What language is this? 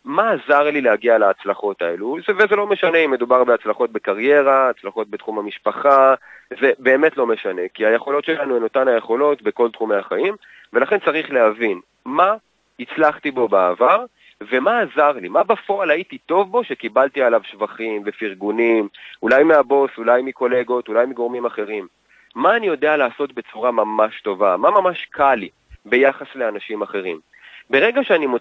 Hebrew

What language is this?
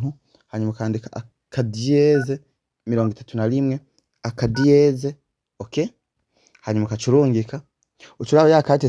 Rundi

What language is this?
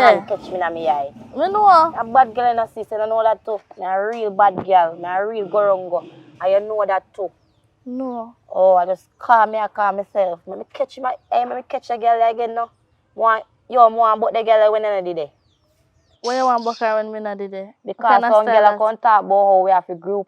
Jamaican Creole English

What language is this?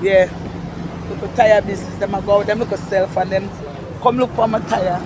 Jamaican Creole English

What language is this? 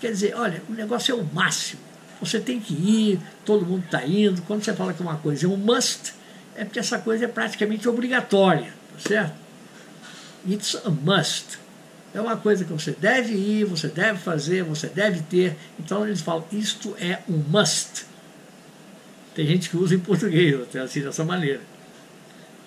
Portuguese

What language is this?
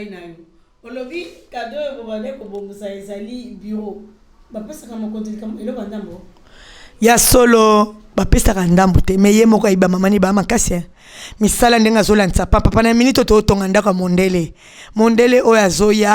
Lingala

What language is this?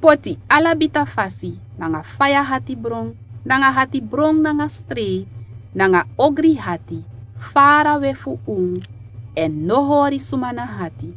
Sranan Tongo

